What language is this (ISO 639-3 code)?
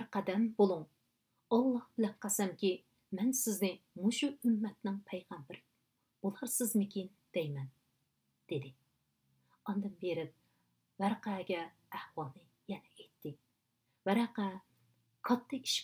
uig